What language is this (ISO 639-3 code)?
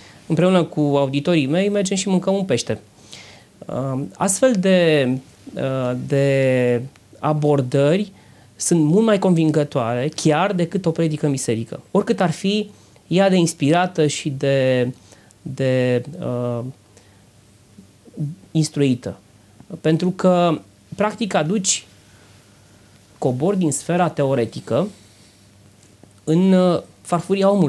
ron